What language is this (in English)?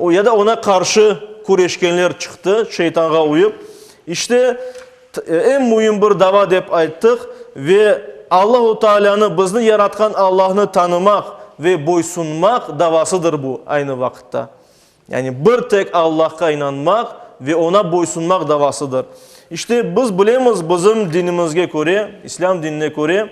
Crimean Tatar